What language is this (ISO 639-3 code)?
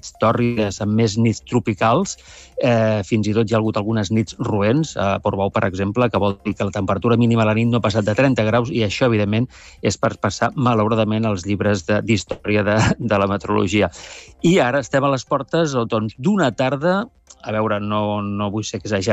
cat